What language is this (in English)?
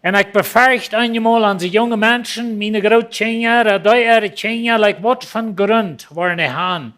Plautdietsch